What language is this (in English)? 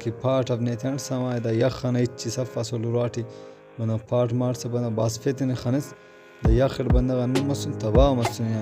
Brahui